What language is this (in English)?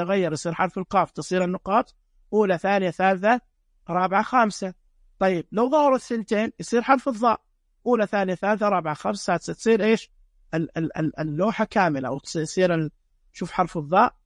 Najdi Arabic